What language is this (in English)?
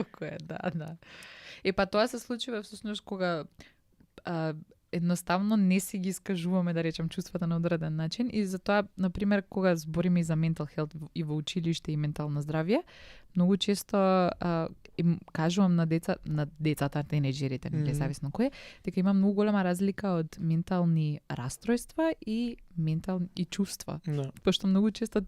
Macedonian